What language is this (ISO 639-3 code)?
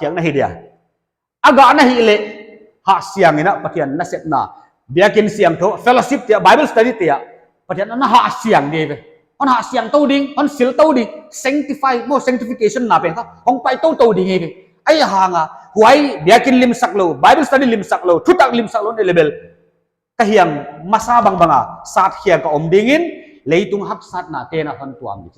pck